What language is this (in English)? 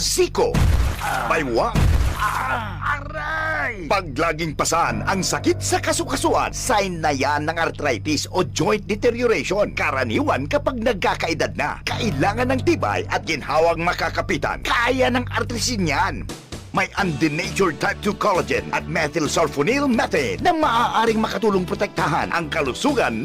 Bikol